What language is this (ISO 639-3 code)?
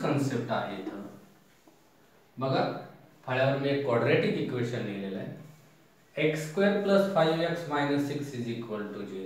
mar